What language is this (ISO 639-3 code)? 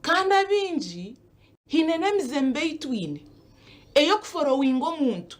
nyn